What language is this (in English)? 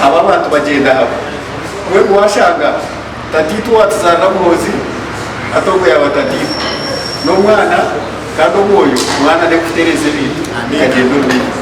Nyankole